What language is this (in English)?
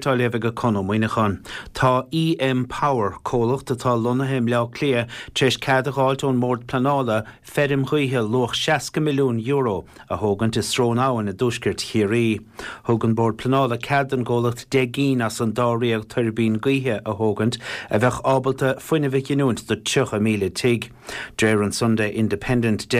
Irish